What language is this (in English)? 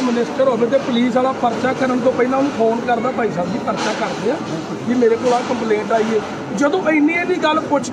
Punjabi